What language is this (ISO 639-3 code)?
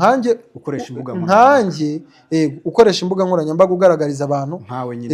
kin